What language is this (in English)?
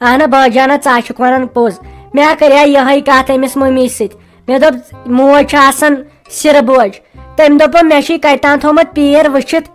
Kashmiri